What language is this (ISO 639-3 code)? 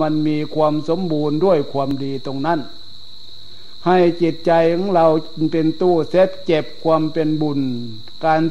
tha